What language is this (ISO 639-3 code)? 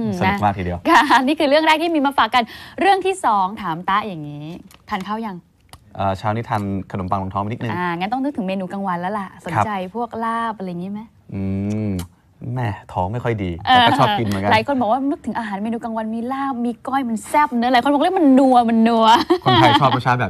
tha